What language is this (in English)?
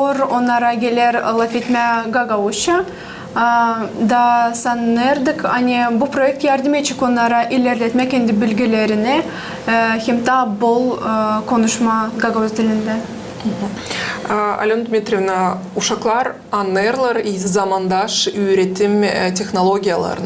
Gagauz